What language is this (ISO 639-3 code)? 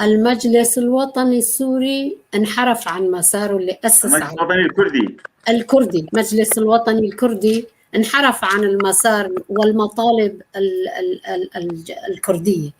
apc